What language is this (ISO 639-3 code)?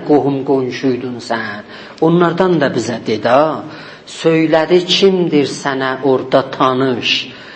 azb